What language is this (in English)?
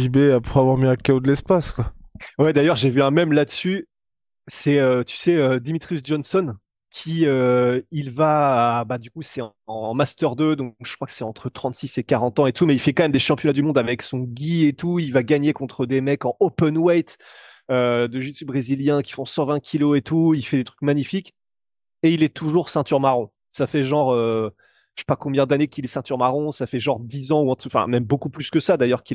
French